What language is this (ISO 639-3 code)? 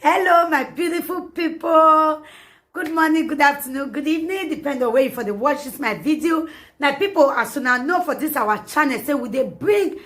pcm